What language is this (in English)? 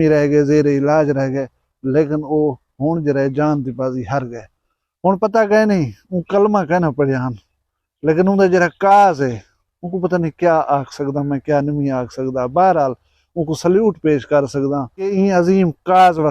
Saraiki